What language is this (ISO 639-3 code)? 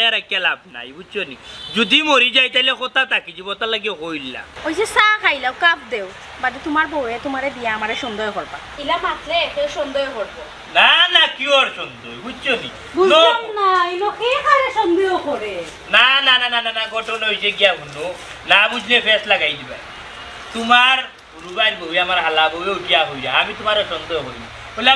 syl